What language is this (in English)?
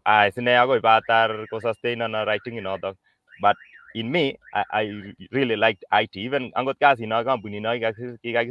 Kalenjin